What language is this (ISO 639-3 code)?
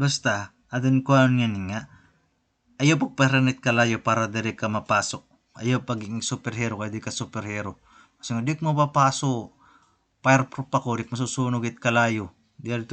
war